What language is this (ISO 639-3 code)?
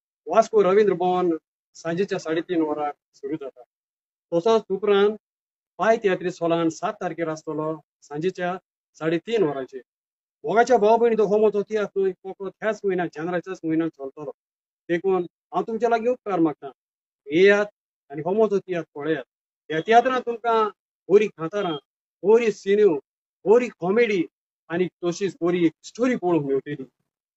kok